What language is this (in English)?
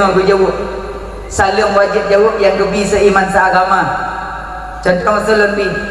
Achinese